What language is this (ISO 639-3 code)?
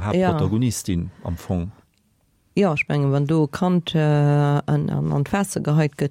ltz